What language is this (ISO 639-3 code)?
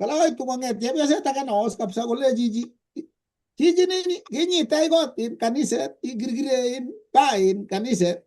kln